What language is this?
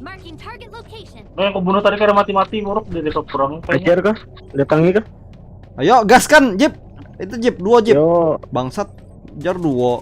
Banjar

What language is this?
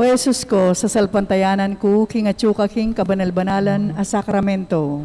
Pampanga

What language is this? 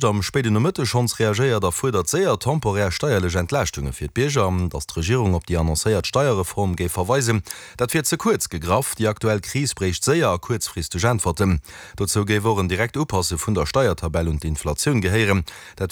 Luxembourgish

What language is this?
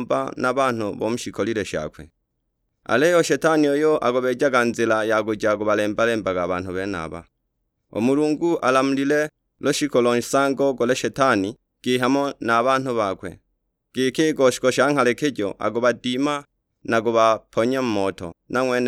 Sukuma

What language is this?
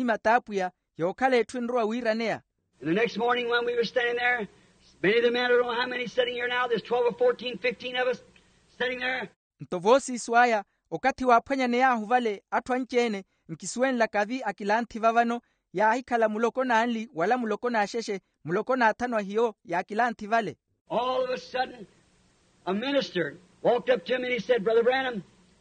Makhuwa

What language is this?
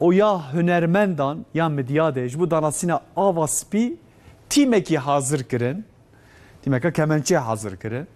Kurdish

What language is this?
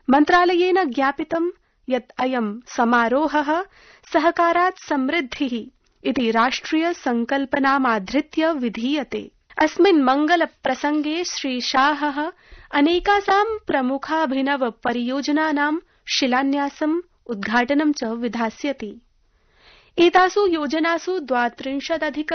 Sanskrit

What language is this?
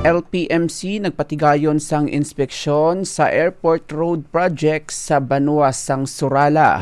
Hiligaynon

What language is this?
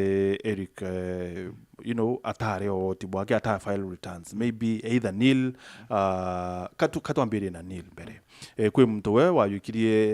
Meru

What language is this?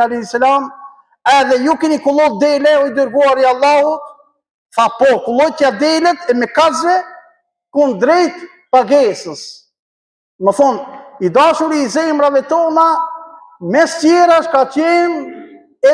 Albanian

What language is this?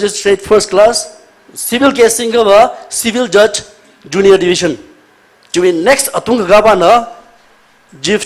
Tangkhul Naga (India)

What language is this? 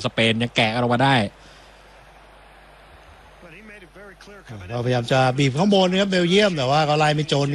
Thai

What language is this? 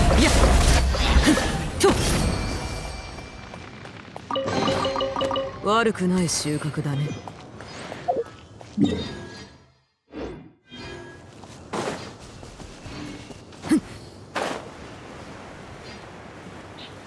Japanese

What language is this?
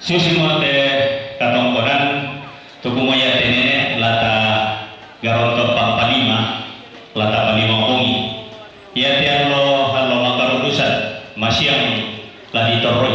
Toraja-Sa'dan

